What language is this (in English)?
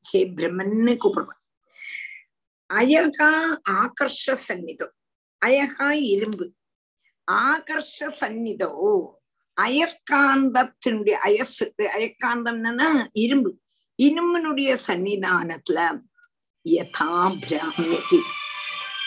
Tamil